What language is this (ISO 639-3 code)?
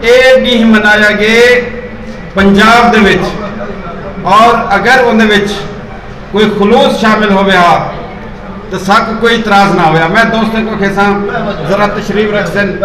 skr